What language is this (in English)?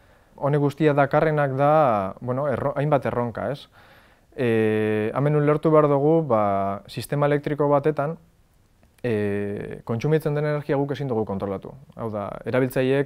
Basque